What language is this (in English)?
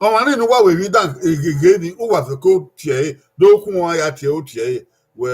Bini